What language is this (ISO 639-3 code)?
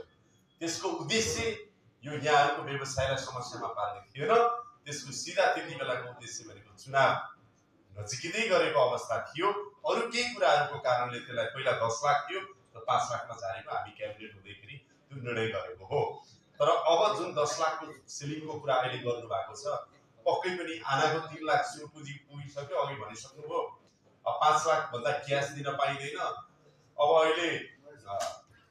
nep